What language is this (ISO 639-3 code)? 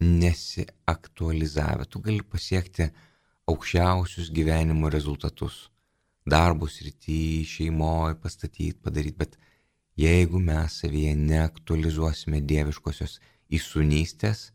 lit